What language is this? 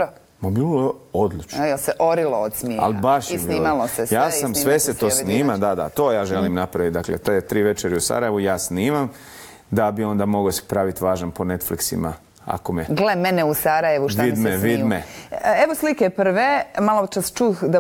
Bosnian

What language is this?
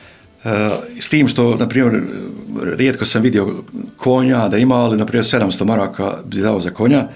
Bosnian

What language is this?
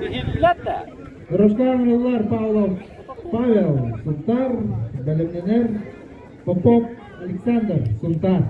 Yakut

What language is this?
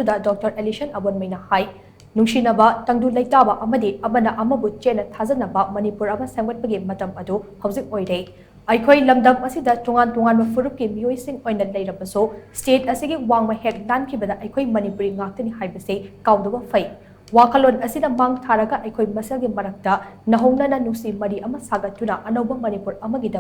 Manipuri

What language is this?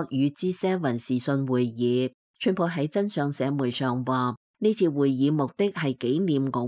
Cantonese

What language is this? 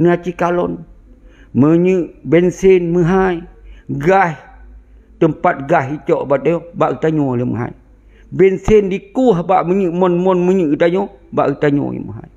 Achinese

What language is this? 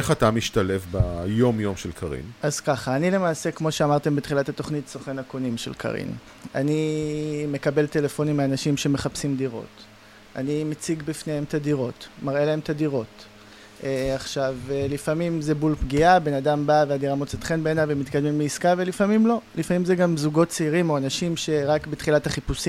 Hebrew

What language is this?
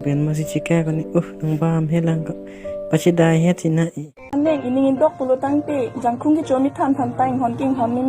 Karbi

